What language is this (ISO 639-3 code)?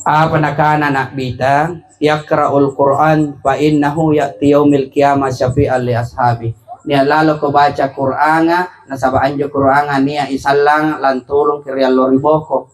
mak